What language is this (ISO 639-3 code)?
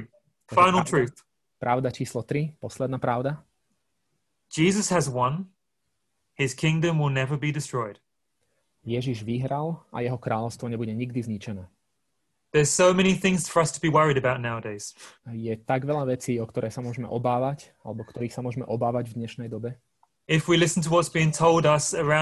slk